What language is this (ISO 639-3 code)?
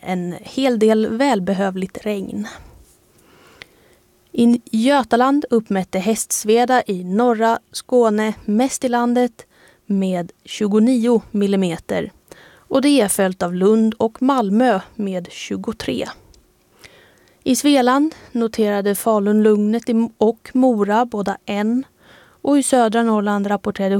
swe